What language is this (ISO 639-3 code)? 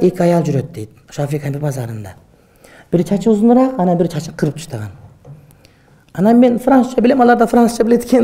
kir